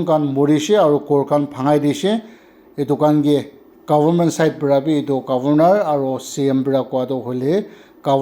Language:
Naga Pidgin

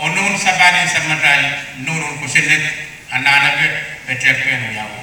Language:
Pohnpeian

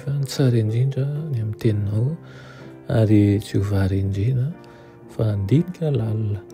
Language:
Malagasy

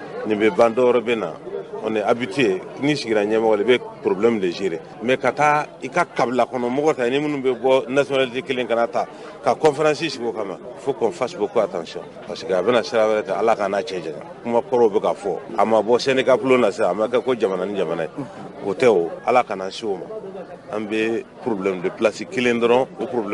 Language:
Bambara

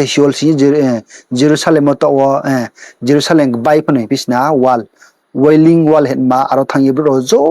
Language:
Riang (India)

